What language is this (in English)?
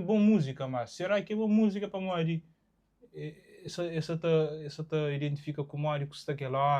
Kabuverdianu